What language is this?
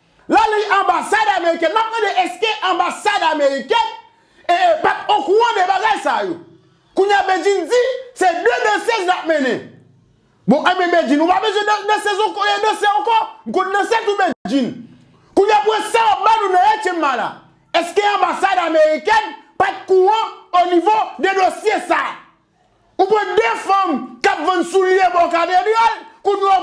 Haitian Creole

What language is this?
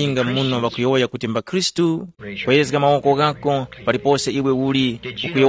Tumbuka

